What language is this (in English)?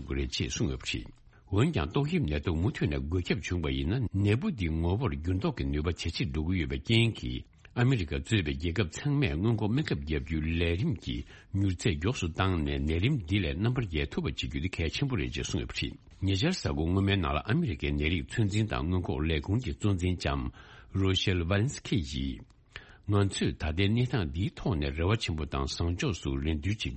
Tibetan